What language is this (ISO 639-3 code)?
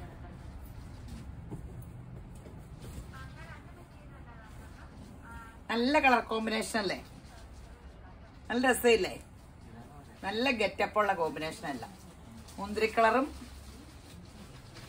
mal